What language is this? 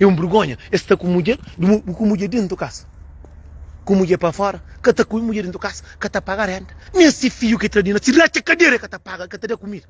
Kabuverdianu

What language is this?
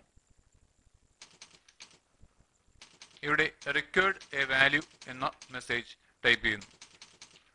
Malayalam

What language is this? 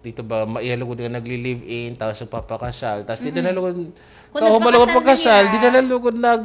Waray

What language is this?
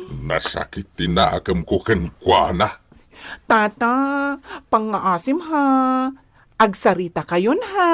Iloko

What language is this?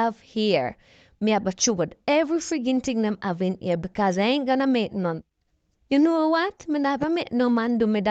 Jamaican Creole English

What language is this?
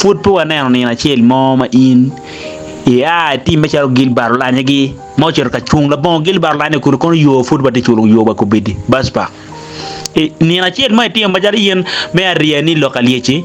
Acoli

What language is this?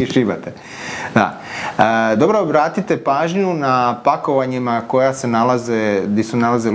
Croatian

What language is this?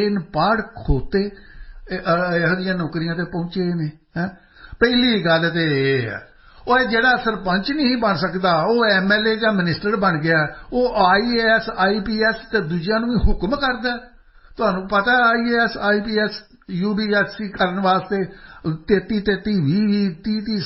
Punjabi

